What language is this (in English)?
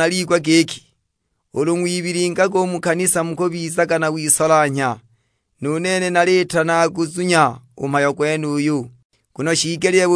Sukuma